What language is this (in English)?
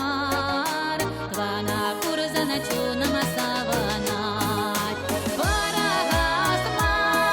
Chuvash